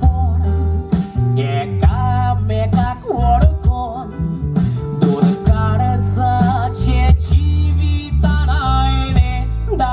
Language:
Konkani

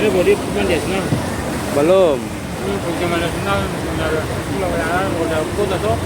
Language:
Ambonese Malay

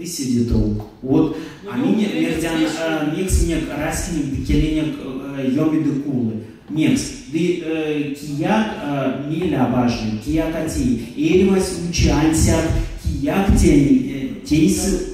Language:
Erzya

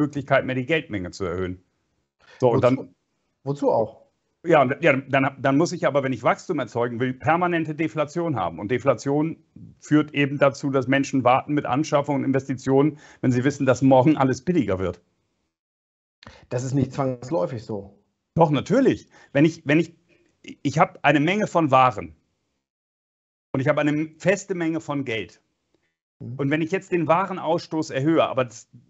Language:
German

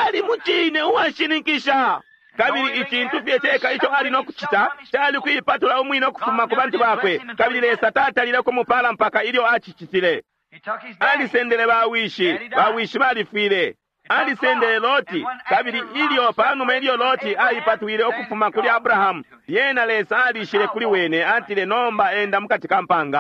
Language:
Bemba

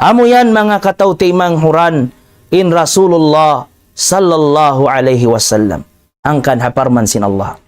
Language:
Tausug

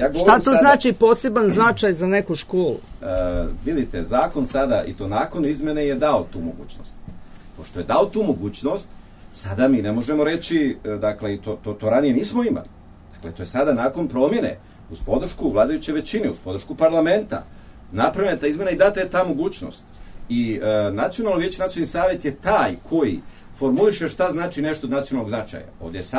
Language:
Serbian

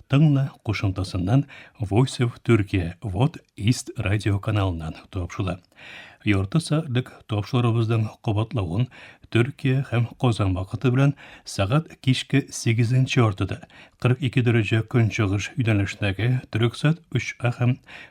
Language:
Tatar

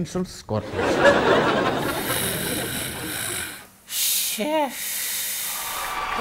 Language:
Malayalam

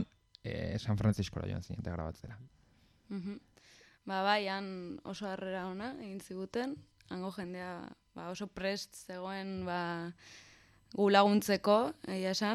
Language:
Basque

